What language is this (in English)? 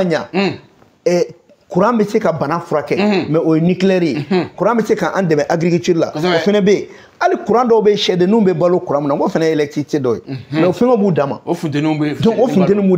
Bambara